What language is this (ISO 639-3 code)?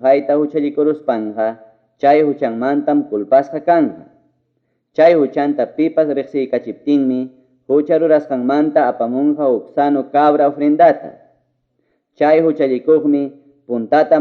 quy